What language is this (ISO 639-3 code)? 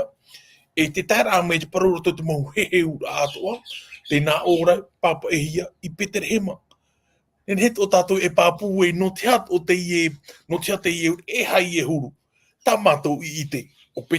tah